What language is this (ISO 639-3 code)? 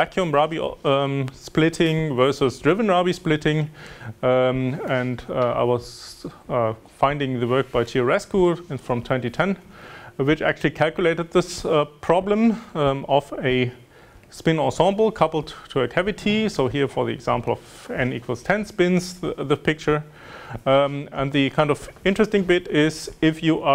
eng